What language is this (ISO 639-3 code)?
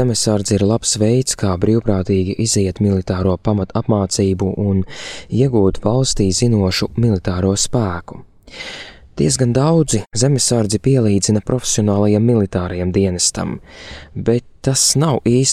lav